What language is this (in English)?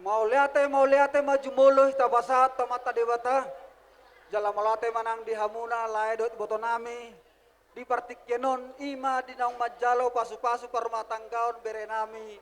Batak Toba